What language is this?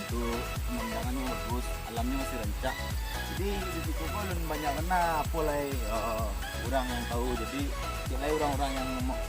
Minangkabau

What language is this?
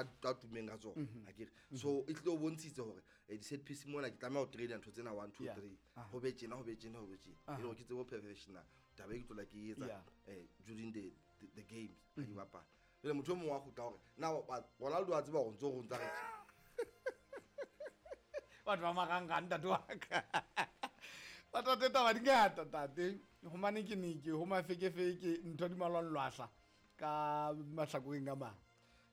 Southern Sotho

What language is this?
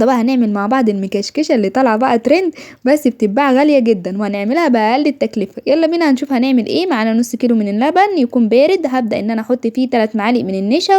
Egyptian Arabic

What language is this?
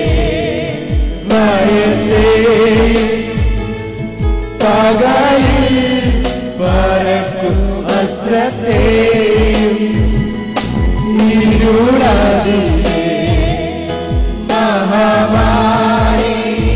Malayalam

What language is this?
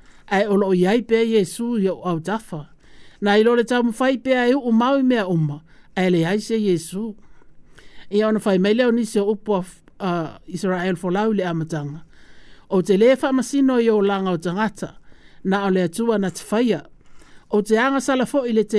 Samoan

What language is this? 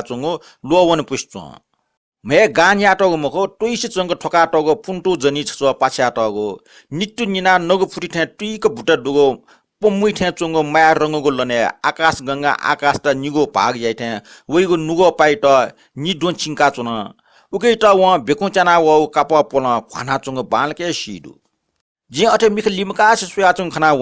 Newari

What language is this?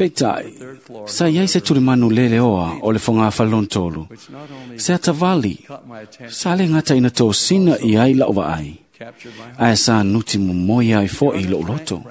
Samoan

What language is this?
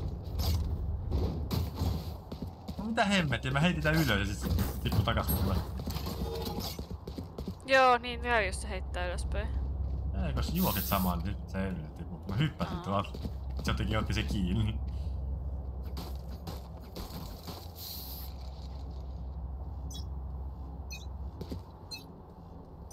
Finnish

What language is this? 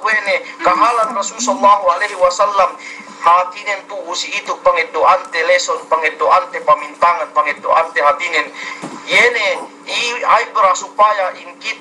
Yakan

